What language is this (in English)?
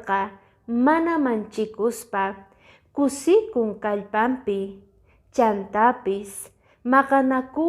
Quechua